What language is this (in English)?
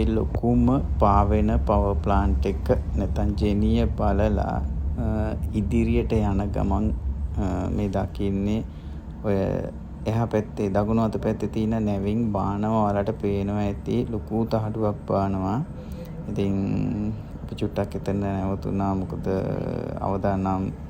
Sinhala